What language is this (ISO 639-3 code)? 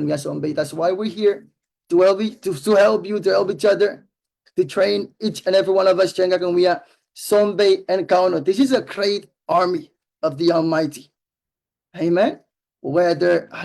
pon